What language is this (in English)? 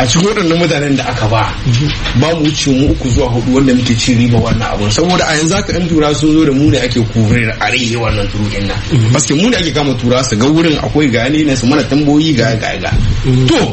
Hausa